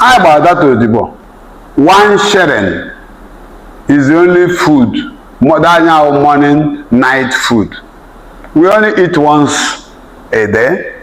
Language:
Igbo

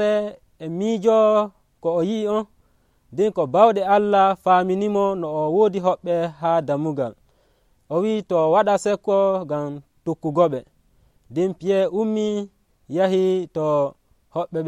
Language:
Nigerian Fulfulde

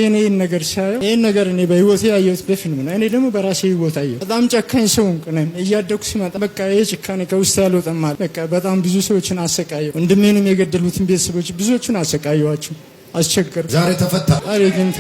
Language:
Amharic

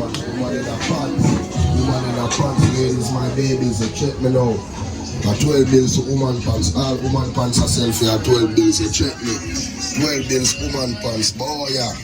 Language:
Jamaican Creole English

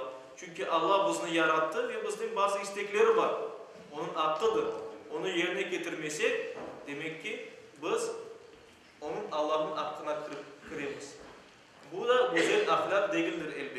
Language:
Crimean Tatar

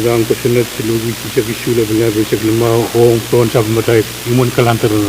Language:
Pohnpeian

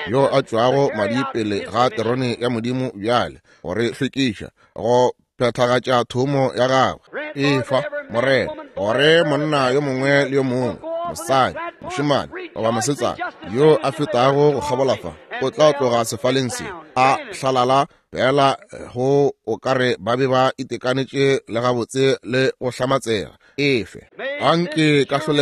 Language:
Northern Sotho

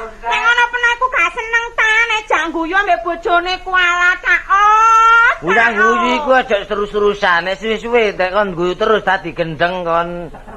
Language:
Javanese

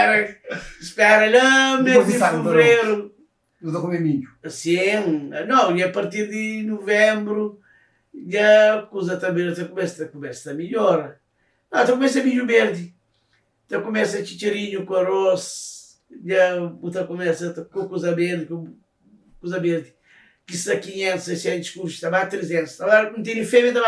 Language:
Kabuverdianu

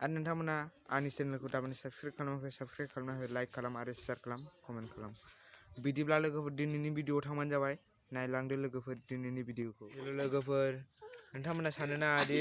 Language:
Bodo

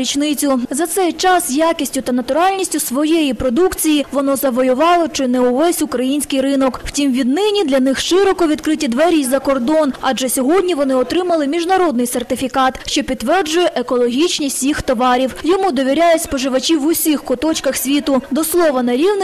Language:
Ukrainian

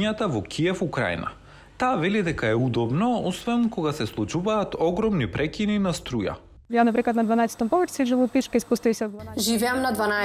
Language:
Macedonian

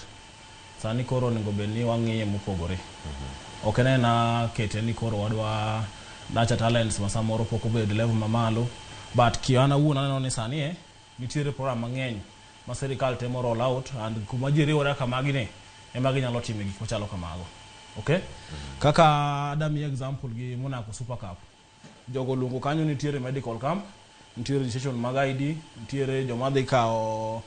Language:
Luo (Kenya and Tanzania)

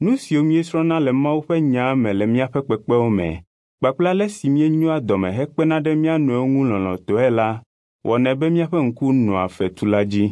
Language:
Ewe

